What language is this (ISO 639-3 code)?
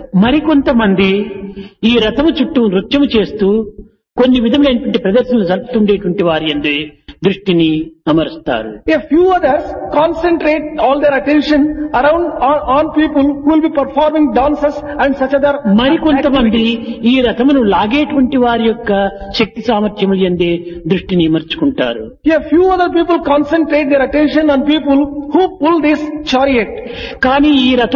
tel